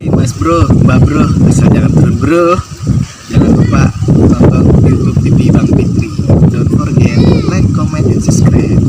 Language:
Betawi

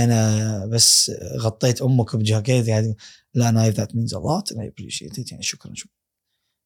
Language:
Gulf Arabic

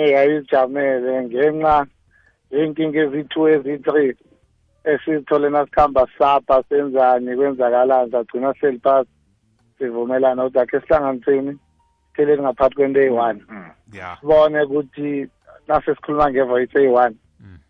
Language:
South Ndebele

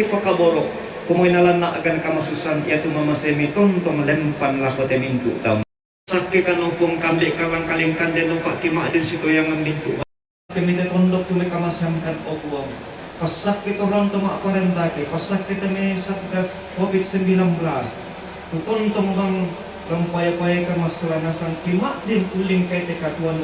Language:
Toraja-Sa'dan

